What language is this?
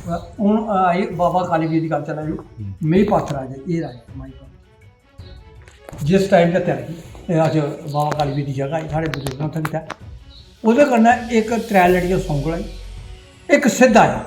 Dogri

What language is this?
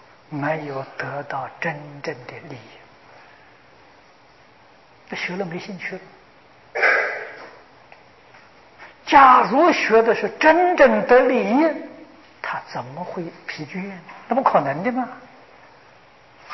Chinese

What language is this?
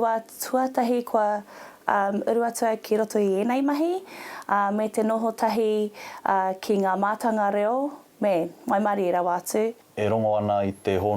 Māori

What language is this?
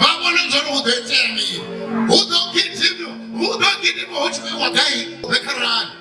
Venda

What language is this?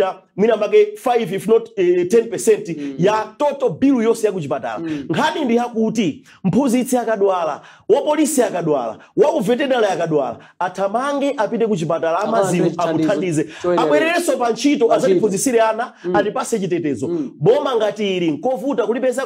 Nyanja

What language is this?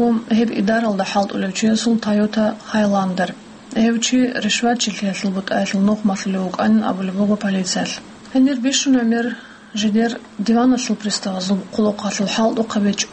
Avaric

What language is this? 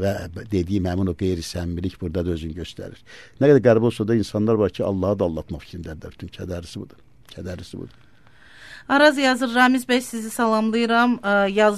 Azerbaijani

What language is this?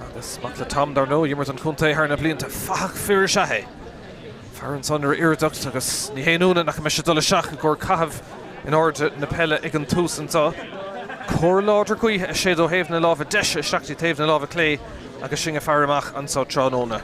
Irish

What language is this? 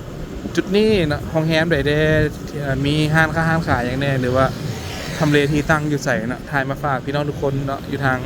Lao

